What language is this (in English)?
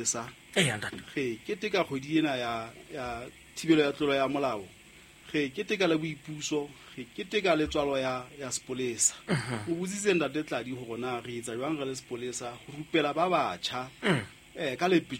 Southern Sotho